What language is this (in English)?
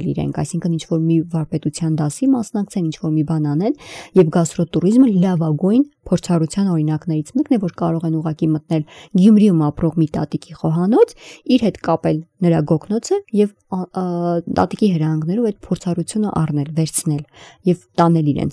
Armenian